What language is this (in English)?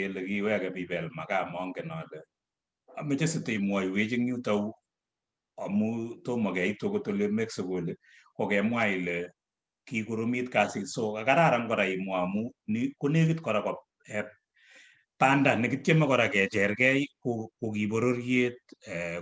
Kalenjin